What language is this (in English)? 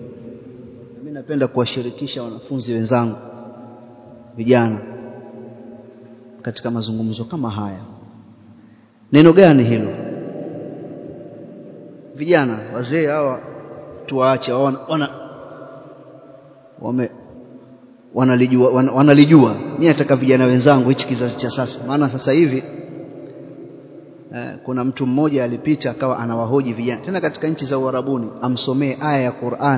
Swahili